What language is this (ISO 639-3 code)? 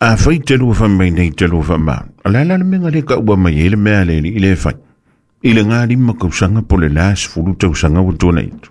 smo